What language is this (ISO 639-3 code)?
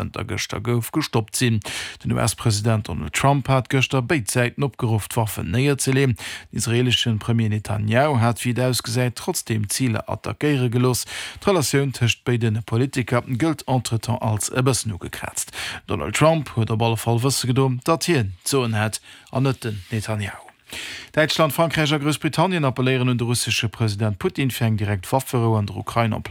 ltz